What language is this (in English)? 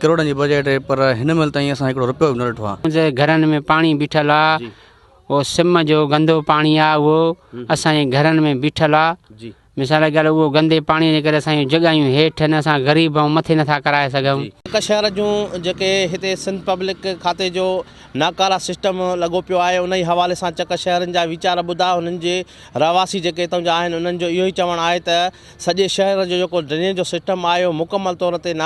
Sindhi